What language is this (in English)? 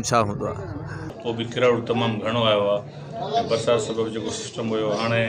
Sindhi